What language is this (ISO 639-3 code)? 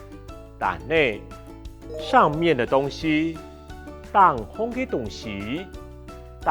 hak